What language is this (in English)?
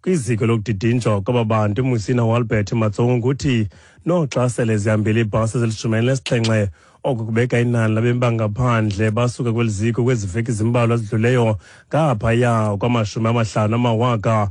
Xhosa